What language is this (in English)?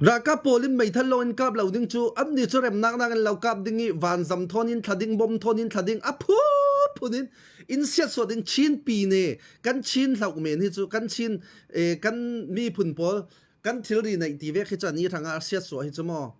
Falam Chin